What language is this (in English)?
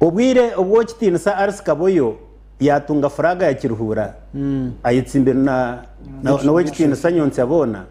Nyankole